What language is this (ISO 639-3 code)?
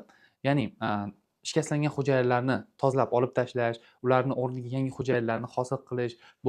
uzb